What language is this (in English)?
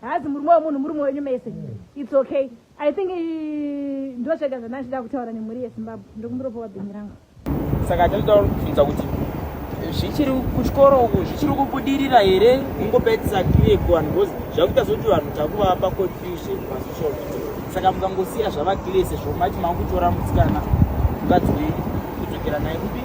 Shona